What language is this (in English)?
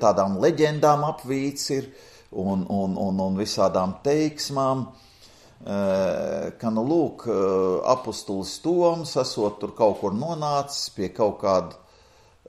Latvian